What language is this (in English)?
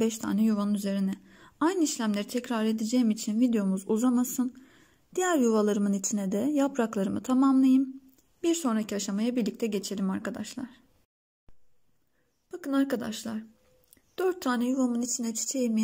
Turkish